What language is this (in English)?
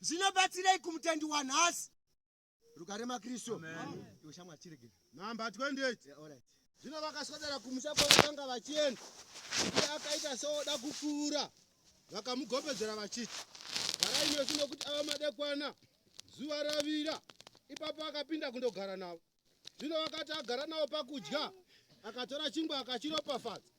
Shona